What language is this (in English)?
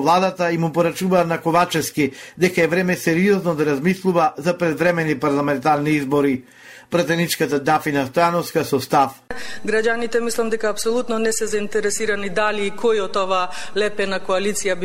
Macedonian